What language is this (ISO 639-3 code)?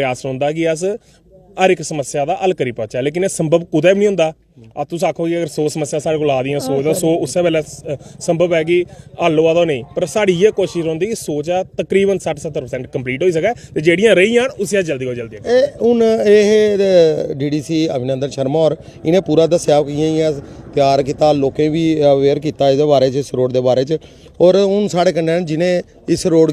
doi